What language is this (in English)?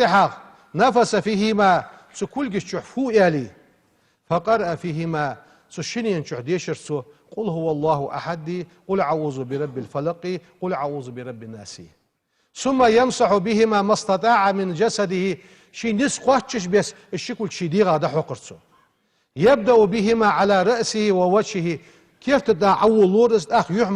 Ingush